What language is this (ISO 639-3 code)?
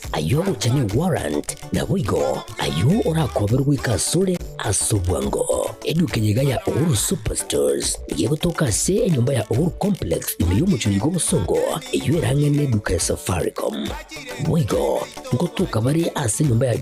guz